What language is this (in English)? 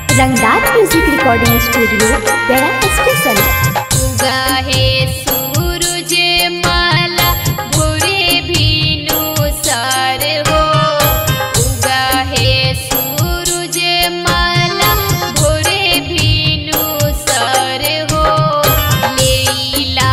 Bhojpuri